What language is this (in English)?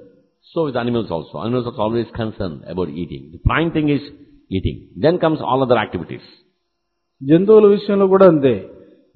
Telugu